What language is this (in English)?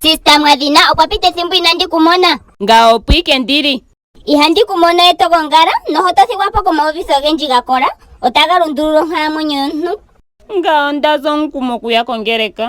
Ndonga